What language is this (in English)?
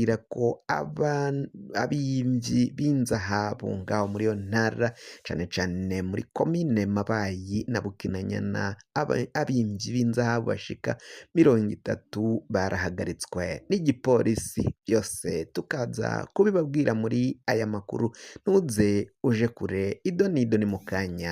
Rundi